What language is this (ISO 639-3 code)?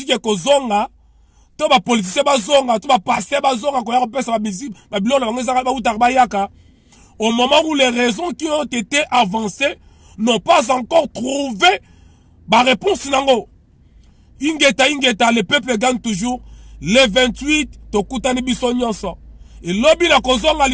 lin